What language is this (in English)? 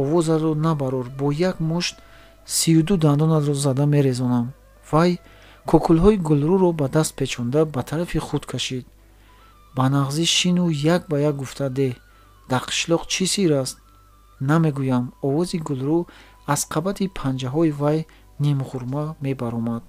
Tajik